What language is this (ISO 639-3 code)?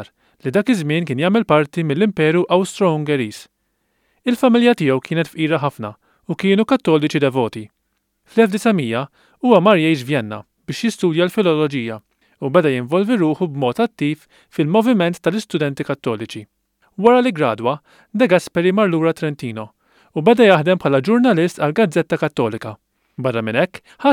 mlt